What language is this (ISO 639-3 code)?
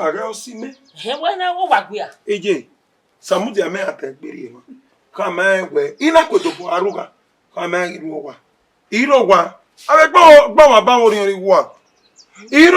bin